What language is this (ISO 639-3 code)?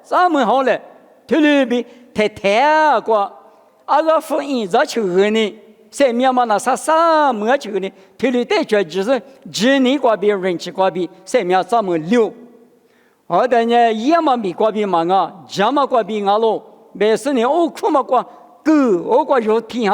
lis